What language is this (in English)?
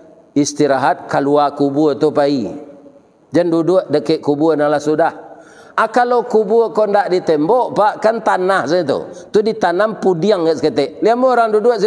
Minangkabau